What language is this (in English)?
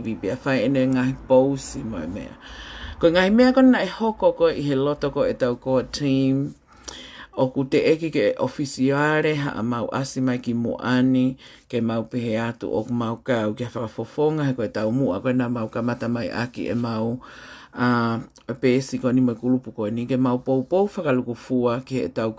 Tongan